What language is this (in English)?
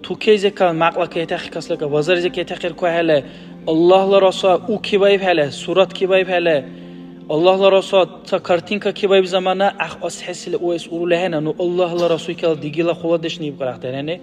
Dargwa